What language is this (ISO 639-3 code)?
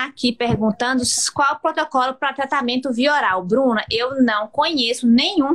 por